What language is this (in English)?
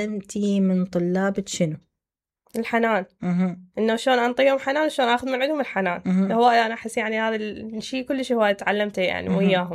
Mesopotamian Arabic